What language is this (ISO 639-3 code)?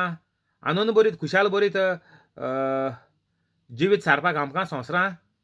kok